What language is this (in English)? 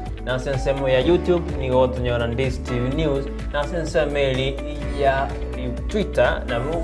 Gusii